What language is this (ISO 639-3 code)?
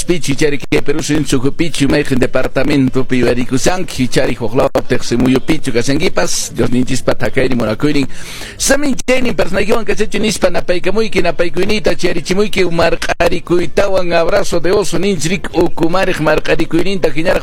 que